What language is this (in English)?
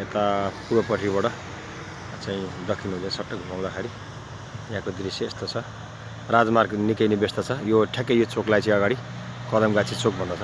Nepali